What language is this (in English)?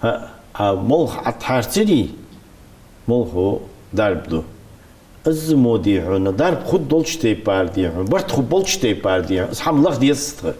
Ingush